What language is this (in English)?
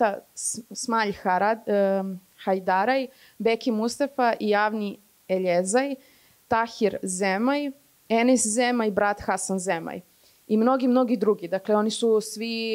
Serbian